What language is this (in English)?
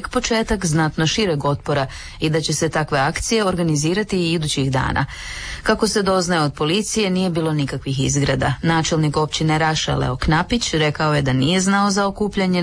Croatian